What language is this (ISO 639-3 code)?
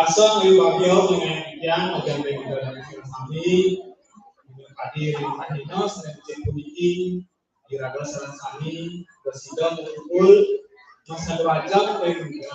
ban